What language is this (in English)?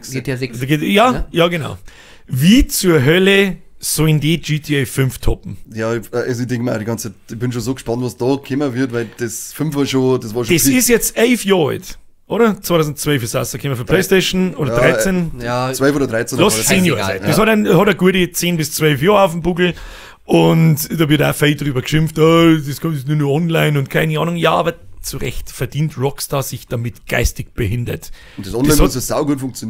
Bavarian